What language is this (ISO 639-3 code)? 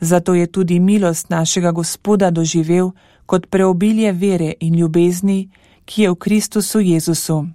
slv